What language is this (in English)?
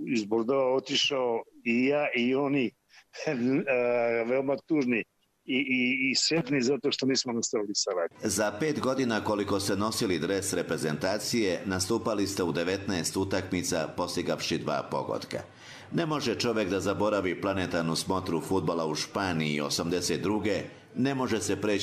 Bosnian